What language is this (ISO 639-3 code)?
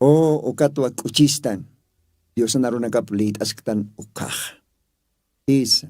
aym